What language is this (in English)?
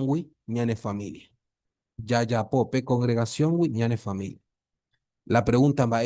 Guarani